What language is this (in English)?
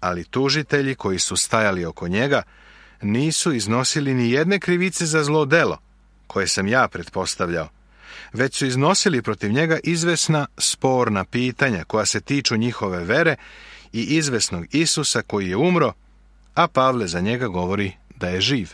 Serbian